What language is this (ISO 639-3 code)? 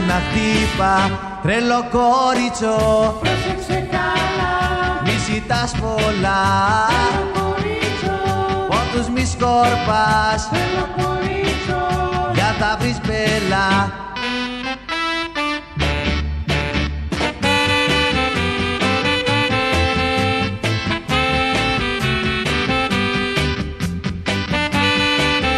ell